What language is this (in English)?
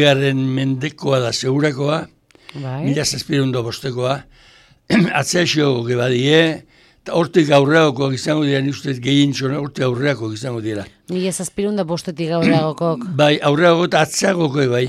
Basque